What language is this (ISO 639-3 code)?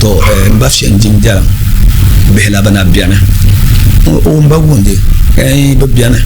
dag